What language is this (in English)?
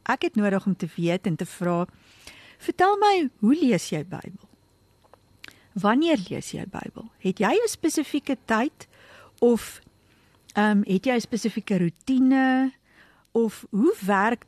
Afrikaans